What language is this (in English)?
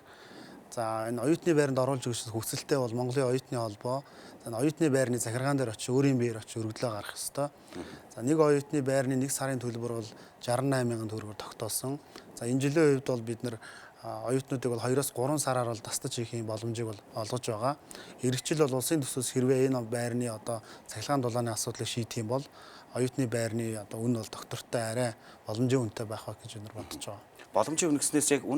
Mongolian